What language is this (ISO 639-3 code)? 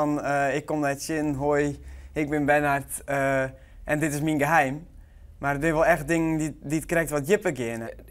fry